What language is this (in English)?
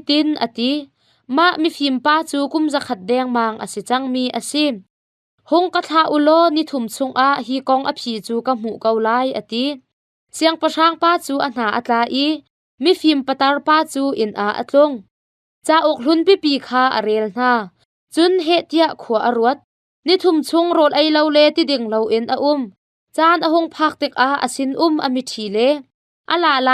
Hakha Chin